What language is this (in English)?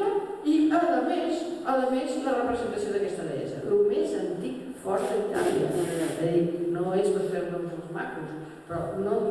Catalan